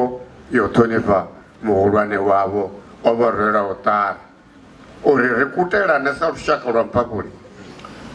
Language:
Venda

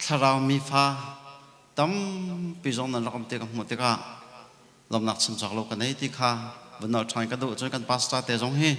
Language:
Hakha Chin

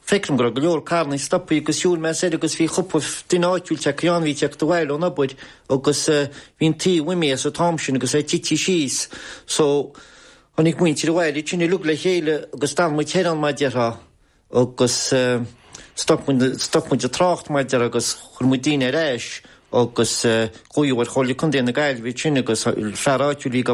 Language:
Irish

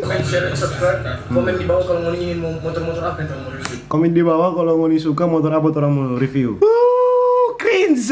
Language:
Manado Malay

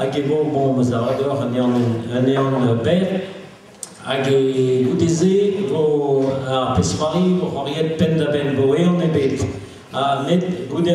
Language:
Breton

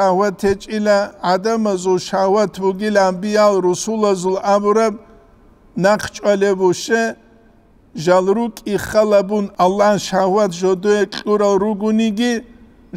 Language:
Avaric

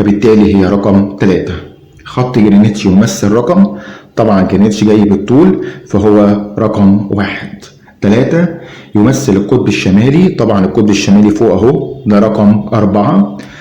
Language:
Egyptian Arabic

